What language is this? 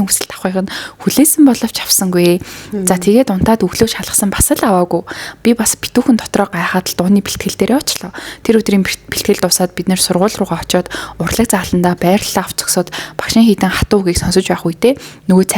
Mongolian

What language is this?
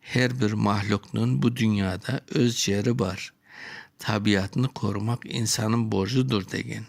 Crimean Tatar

